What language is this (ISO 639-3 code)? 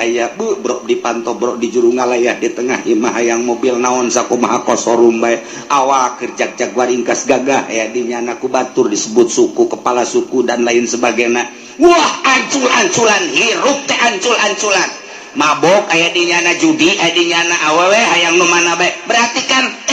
sun